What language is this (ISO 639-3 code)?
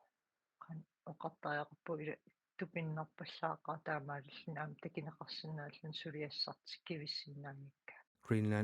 kal